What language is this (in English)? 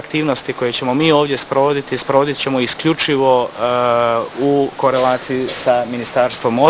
Bosnian